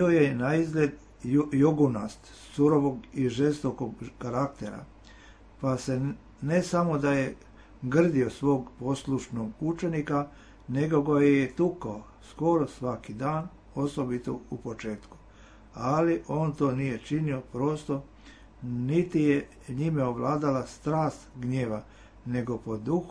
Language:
Serbian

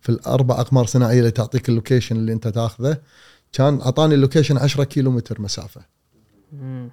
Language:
Gulf Arabic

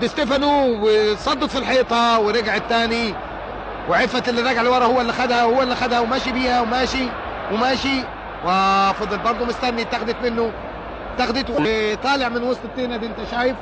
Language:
Egyptian Arabic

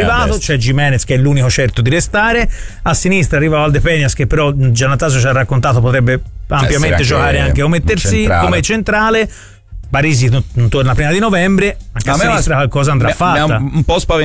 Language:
Italian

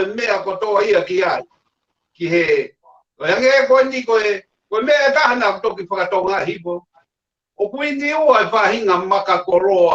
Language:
Tongan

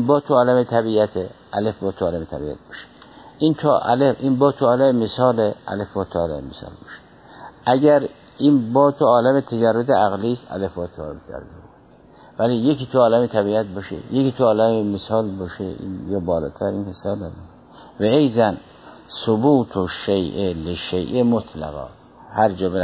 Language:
Persian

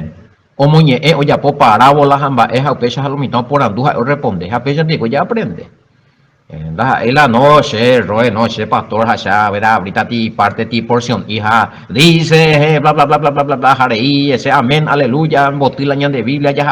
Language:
Guarani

